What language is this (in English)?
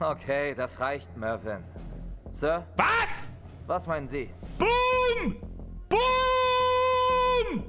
Bavarian